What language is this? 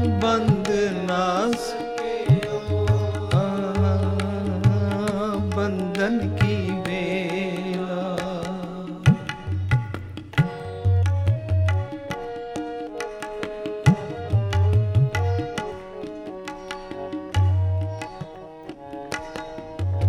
Hindi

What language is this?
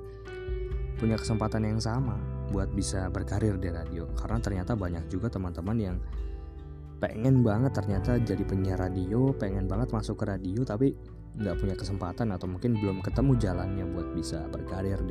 Indonesian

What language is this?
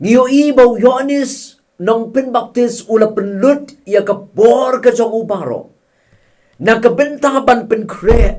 Khasi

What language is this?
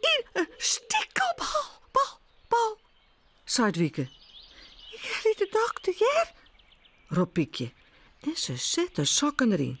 Western Frisian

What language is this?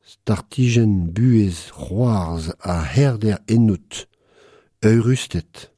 Breton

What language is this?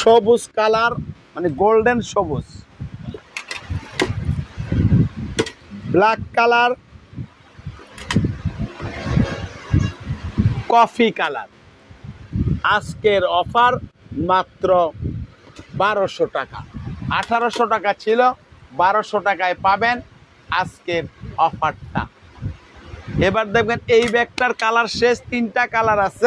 Bangla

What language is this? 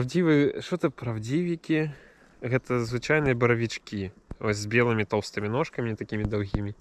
Belarusian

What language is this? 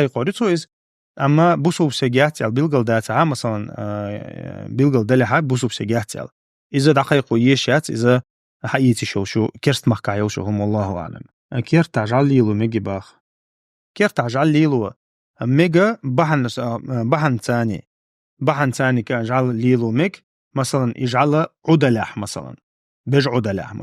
Chechen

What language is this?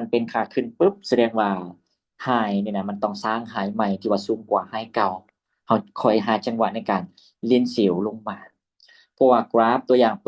Lao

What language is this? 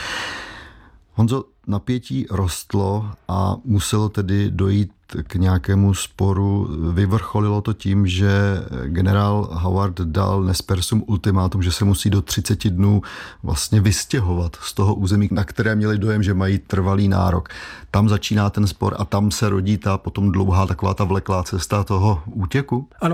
Czech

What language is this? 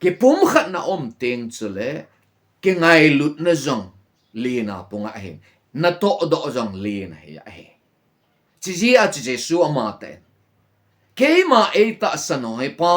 Thado Chin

